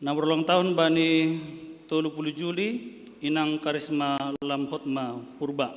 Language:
Batak Simalungun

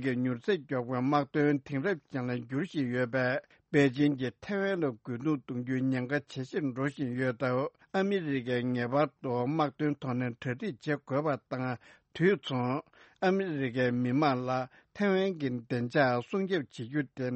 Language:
Tibetan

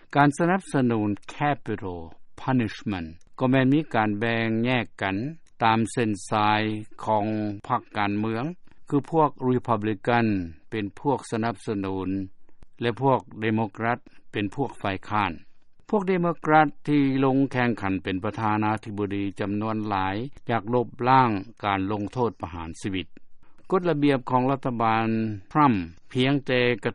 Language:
Lao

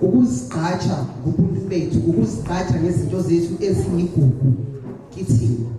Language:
Zulu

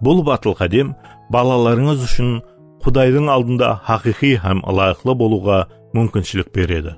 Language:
Kara-Kalpak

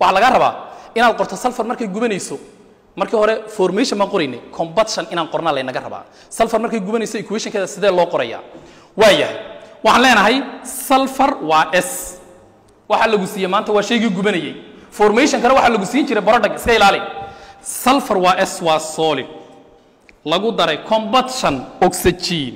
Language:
Somali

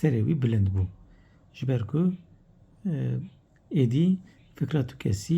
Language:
Kurdish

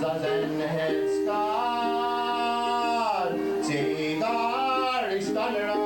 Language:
Mohawk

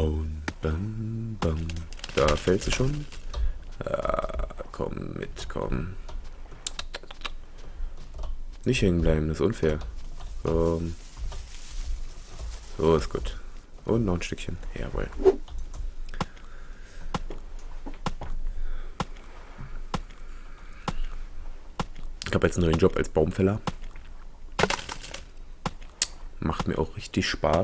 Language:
German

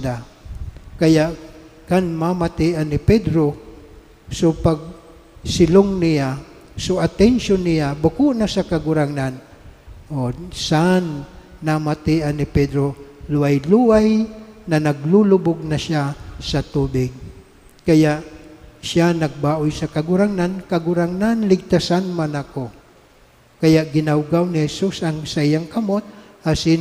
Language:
Bikol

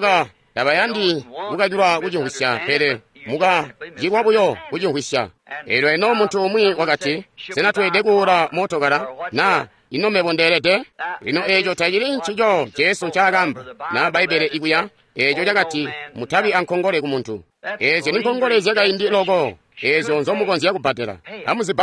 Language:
Tonga (Zambia)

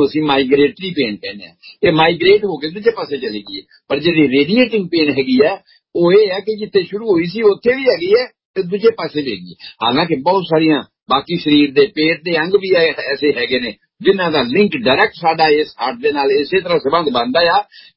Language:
Punjabi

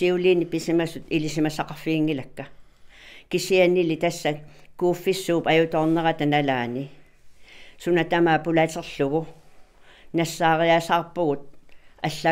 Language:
Kalaallisut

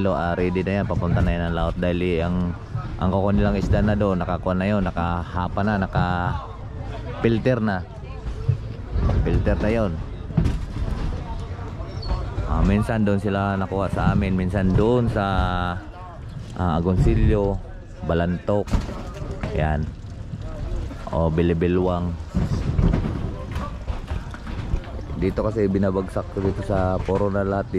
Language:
Filipino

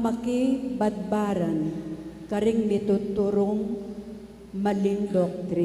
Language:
Pampanga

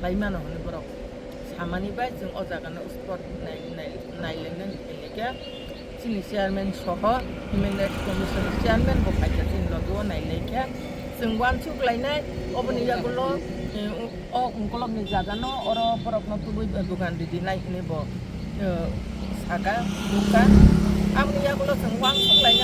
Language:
Kok Borok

